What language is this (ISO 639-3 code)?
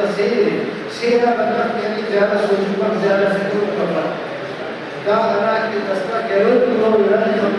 brh